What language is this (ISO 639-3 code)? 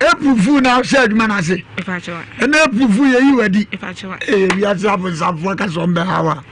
aka